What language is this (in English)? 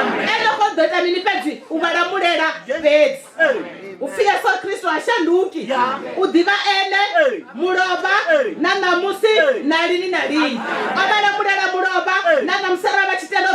Venda